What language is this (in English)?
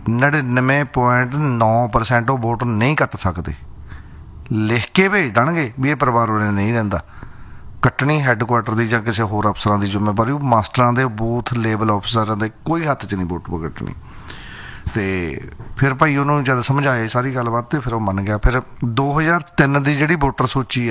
Punjabi